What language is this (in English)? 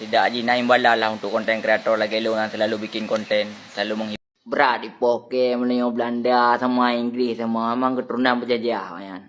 Achinese